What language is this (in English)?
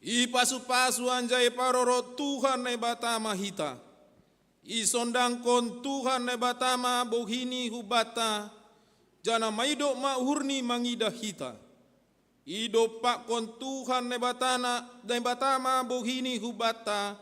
Batak Simalungun